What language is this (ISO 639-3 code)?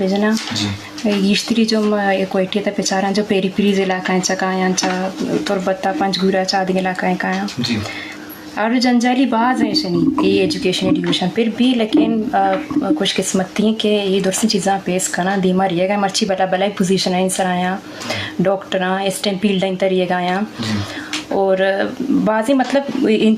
bgp